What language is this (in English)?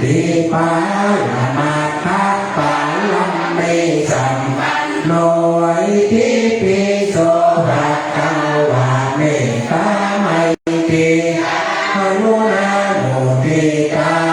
Pali